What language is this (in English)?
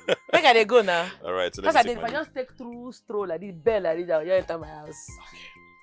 Nigerian Pidgin